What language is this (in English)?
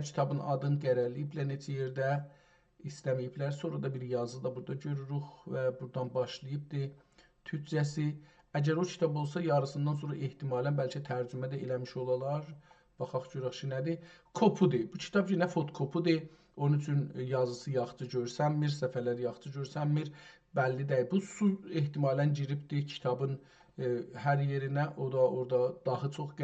South Azerbaijani